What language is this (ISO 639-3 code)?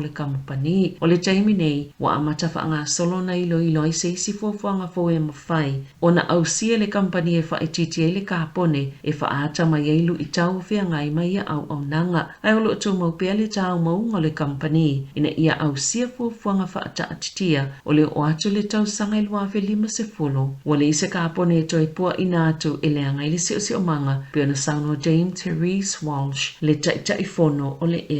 smo